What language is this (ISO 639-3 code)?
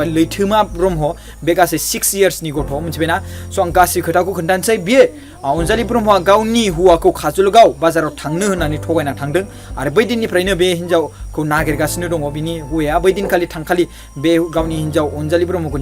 brx